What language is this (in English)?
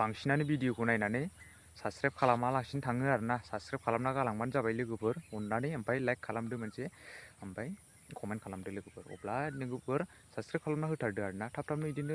Bodo